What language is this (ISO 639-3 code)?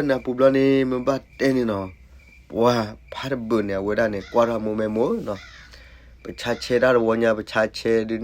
ksw